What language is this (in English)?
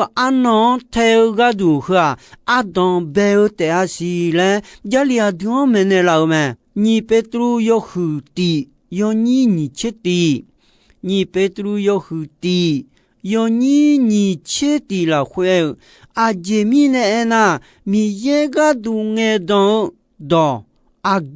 Akha